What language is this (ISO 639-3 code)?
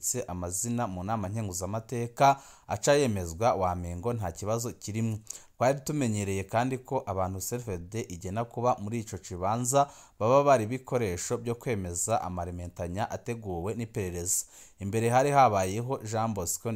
run